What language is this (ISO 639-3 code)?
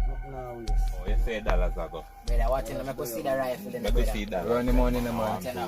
jam